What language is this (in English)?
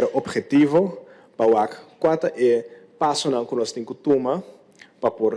Papiamento